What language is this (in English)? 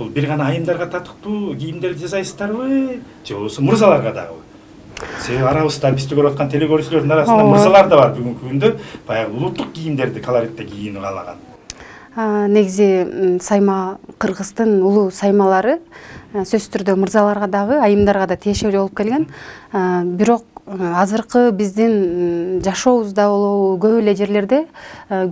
Kyrgyz